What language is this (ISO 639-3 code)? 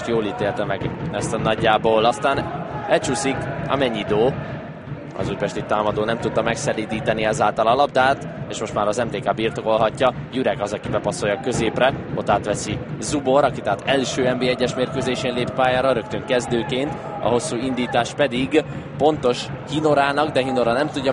hun